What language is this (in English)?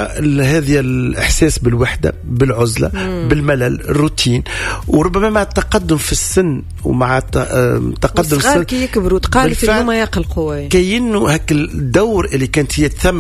Tunisian Arabic